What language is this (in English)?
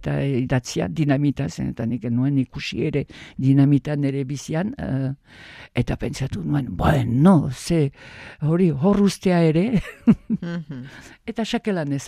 Basque